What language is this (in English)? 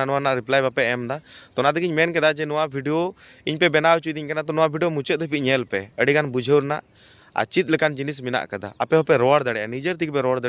Santali